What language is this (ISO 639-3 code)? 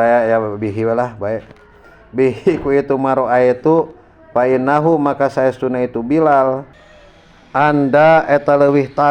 sun